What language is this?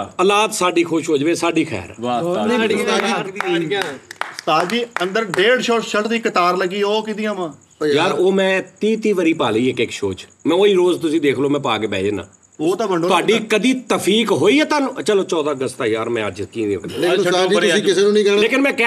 Punjabi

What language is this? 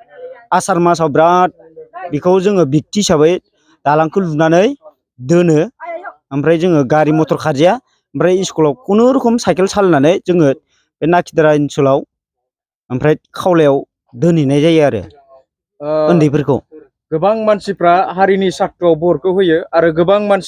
Bodo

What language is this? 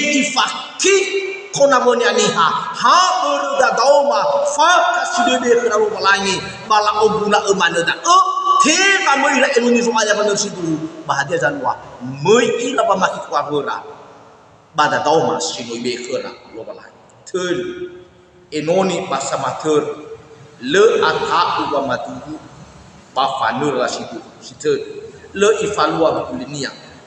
Nias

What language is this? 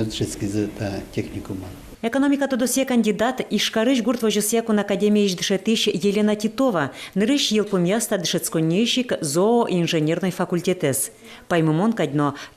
Udmurt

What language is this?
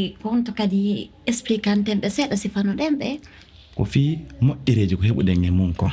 Fula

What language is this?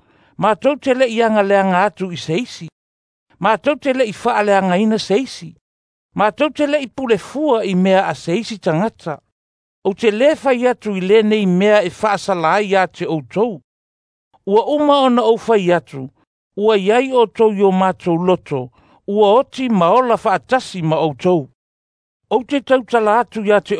Samoan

